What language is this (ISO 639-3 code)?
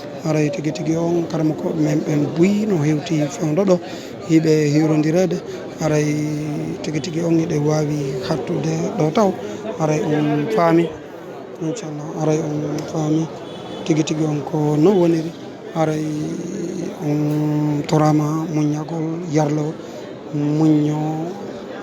ful